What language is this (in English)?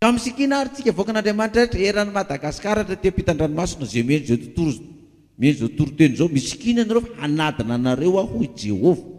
Malagasy